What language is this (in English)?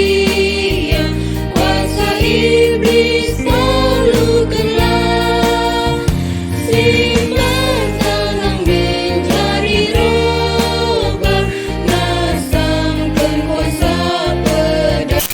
Batak Karo